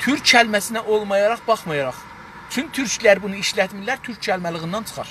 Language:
South Azerbaijani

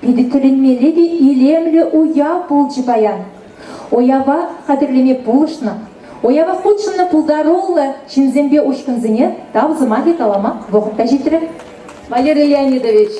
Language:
Chuvash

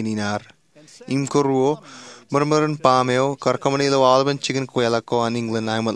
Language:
Marshallese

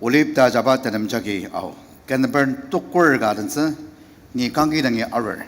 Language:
Ao Naga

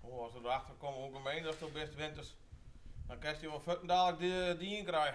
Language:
Western Frisian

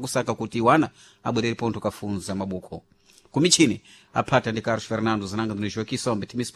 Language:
Sena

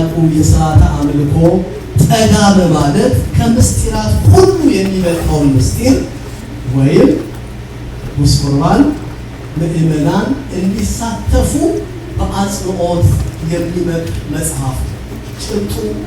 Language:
Amharic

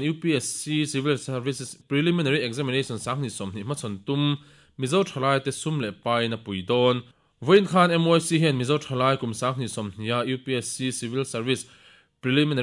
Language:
Mizo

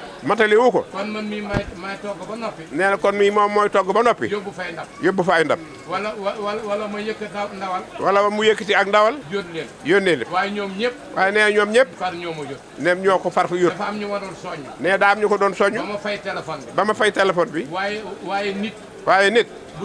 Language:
Wolof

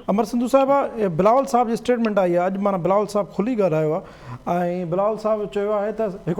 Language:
Sindhi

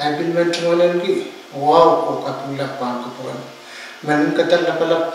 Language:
Pohnpeian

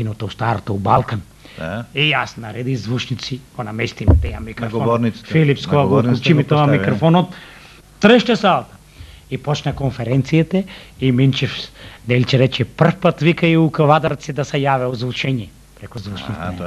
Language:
Macedonian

